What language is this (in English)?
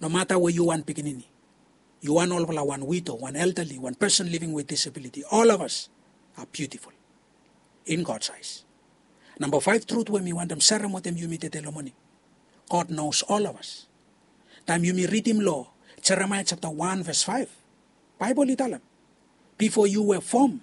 Bislama